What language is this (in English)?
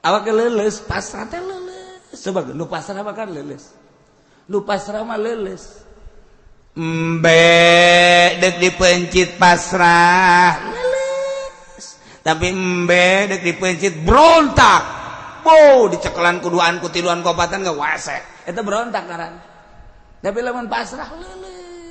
Sundanese